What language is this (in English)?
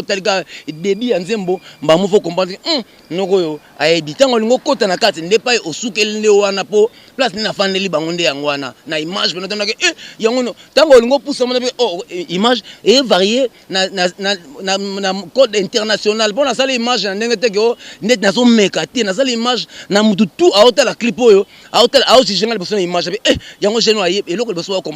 Lingala